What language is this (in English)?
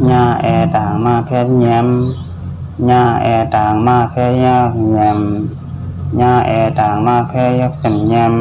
Shan